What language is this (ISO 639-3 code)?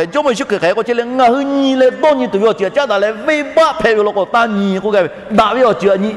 lhu